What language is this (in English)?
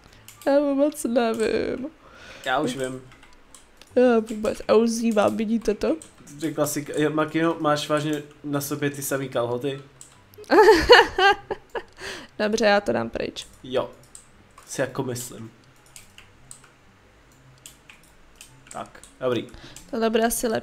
Czech